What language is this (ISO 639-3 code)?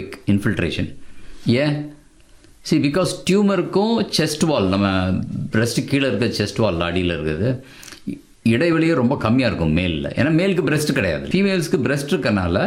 tam